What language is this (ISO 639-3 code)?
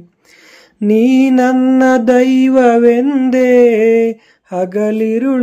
kan